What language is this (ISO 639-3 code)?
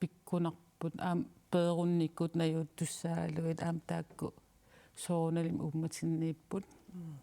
kal